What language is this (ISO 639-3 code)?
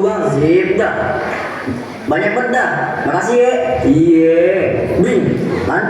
bew